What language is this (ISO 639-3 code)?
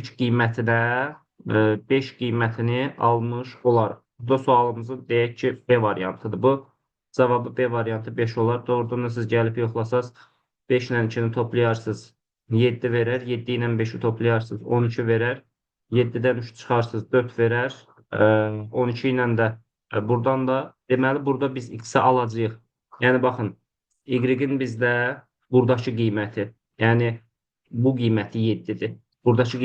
aze